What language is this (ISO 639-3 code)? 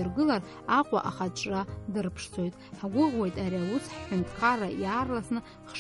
abk